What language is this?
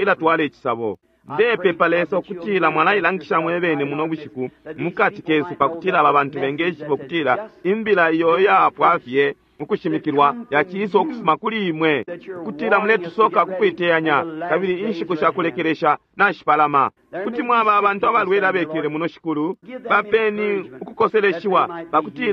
Bemba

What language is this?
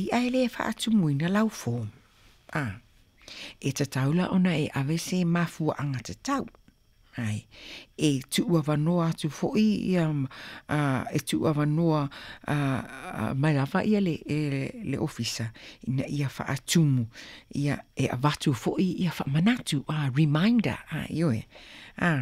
Samoan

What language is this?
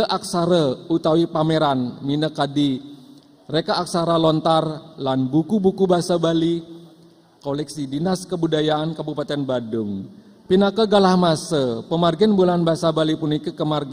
Balinese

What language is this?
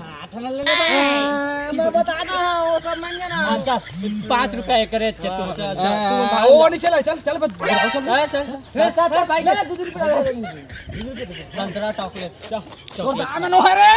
Chhattisgarhi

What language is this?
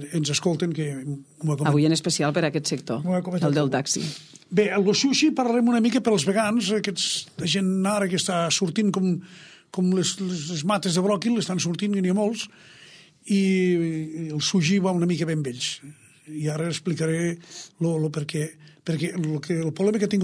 Catalan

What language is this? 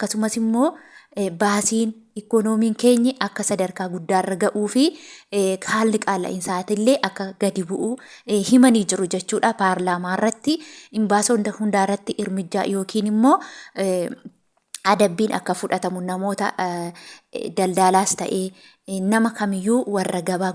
Oromo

